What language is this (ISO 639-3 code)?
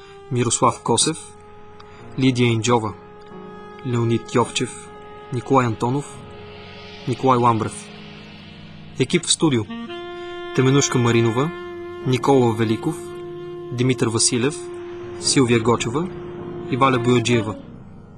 bul